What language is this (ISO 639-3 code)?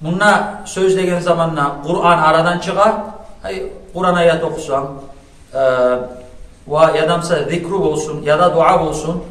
kum